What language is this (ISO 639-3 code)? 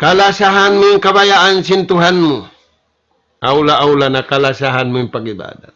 tsg